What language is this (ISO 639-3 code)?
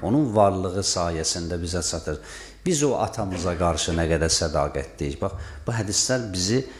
aze